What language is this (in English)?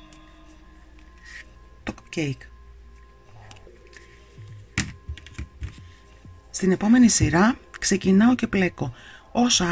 Greek